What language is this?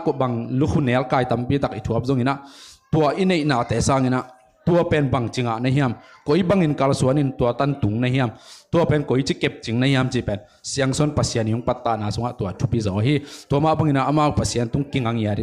Tedim Chin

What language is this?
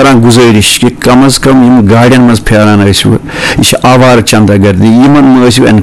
Kashmiri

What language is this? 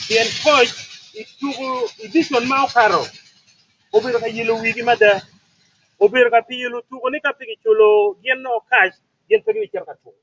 Acoli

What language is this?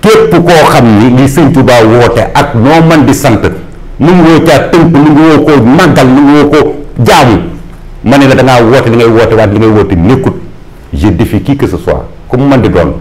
Wolof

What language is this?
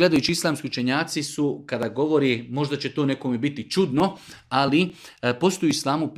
Bosnian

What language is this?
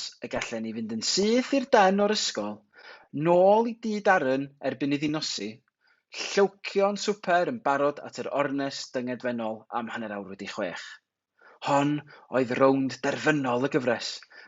Welsh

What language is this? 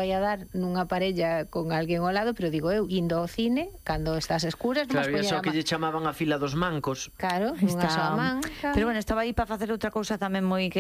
Galician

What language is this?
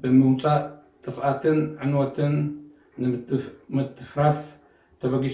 Tigrinya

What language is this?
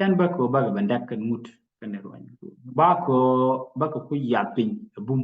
Nuer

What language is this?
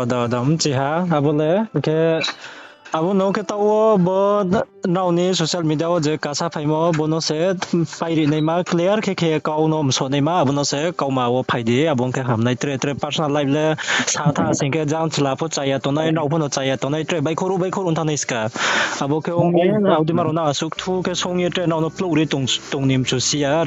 Riang (India)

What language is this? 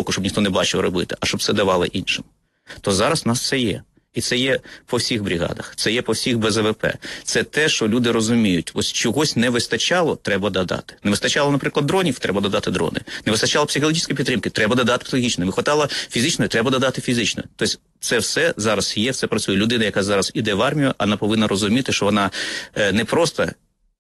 Ukrainian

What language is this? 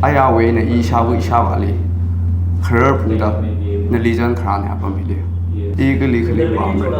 Tangkhul Naga (India)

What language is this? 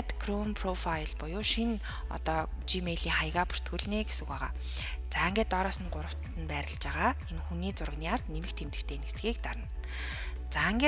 Mongolian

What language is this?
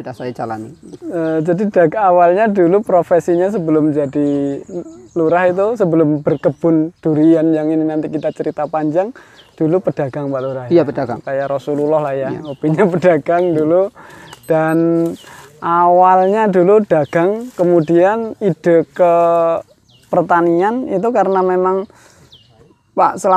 Indonesian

